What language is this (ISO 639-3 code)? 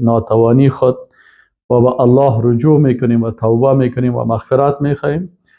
fas